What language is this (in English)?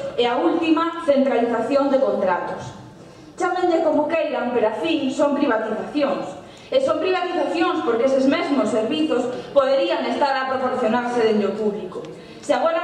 Galician